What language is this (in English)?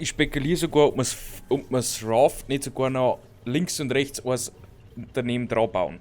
Bavarian